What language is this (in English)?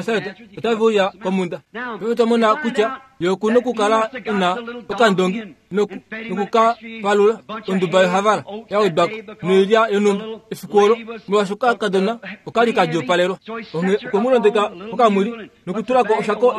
Kuanyama